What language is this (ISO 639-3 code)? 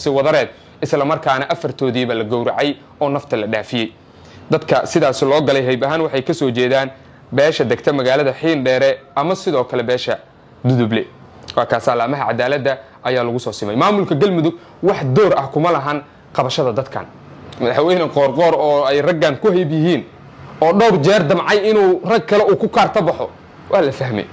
som